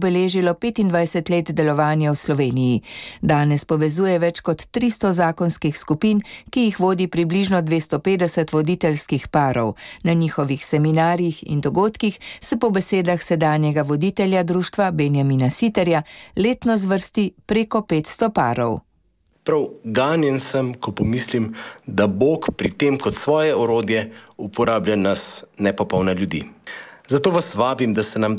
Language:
Slovenian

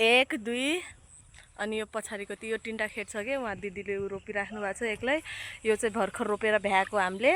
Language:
Nepali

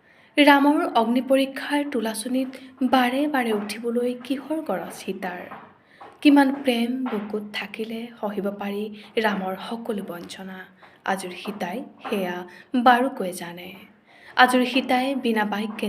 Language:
Assamese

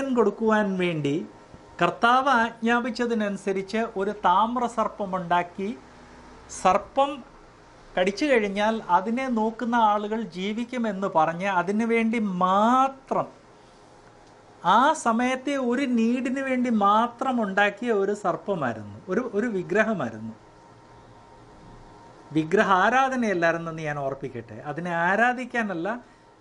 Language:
Malayalam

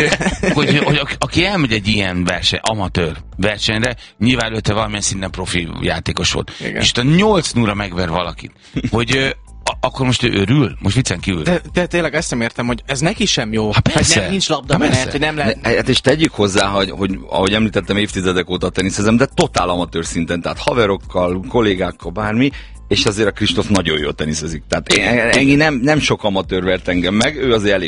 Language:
Hungarian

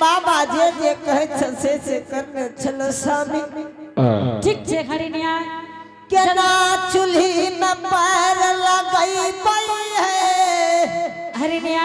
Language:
Angika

